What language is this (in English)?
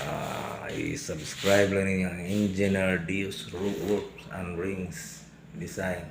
Cebuano